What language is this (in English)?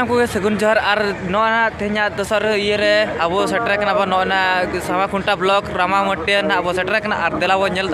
Santali